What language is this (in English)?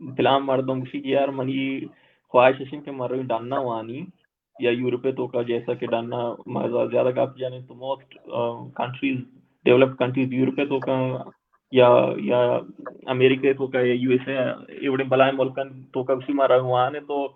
Baluchi